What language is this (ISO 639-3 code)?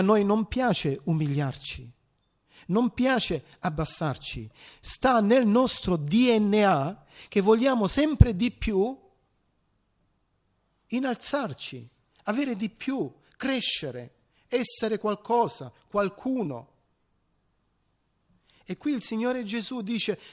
ita